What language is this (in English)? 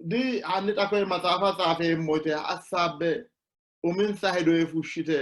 Sidamo